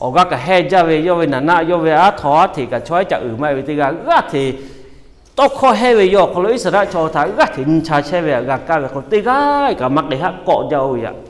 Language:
Lahu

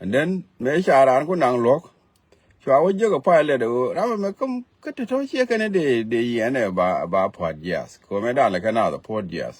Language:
Nuer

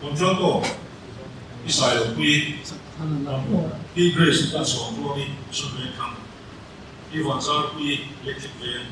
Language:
Mizo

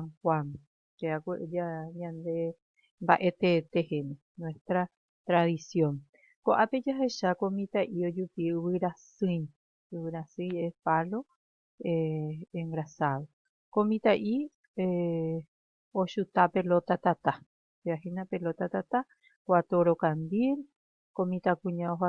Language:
Guarani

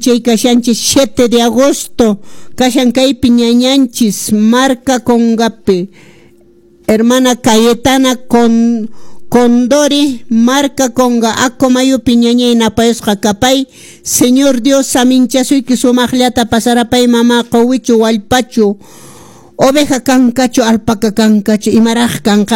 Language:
Quechua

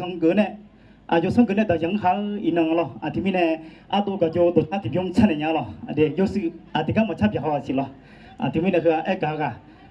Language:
Akha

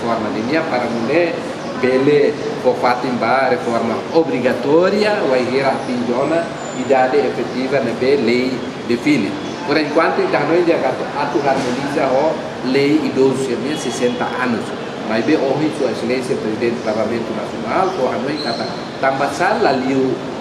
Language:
Tetum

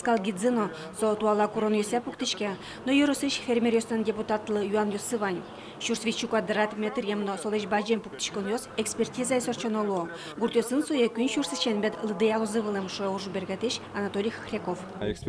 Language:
Udmurt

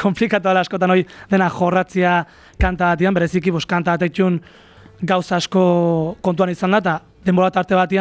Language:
Basque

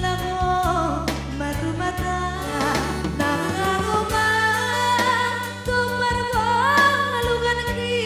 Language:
Batak Simalungun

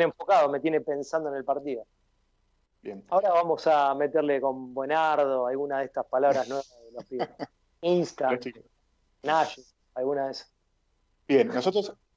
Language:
Spanish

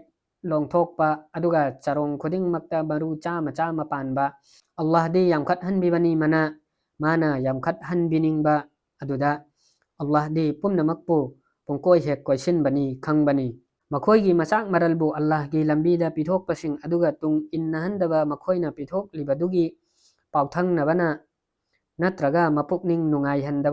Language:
Manipuri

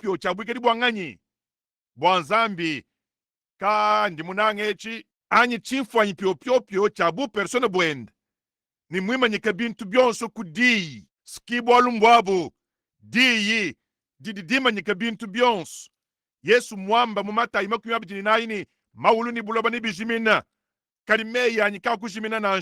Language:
Luba-Lulua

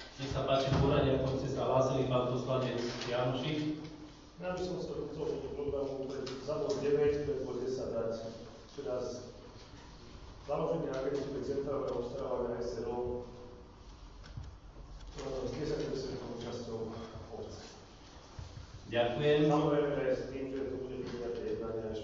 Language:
Slovak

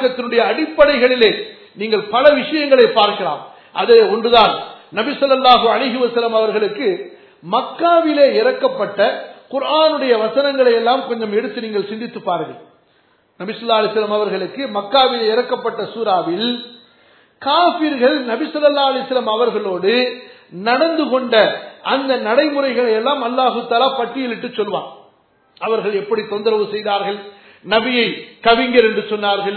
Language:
Tamil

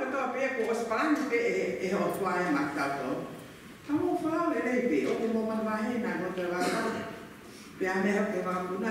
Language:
Tongan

